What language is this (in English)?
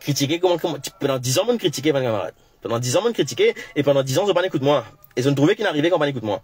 Morisyen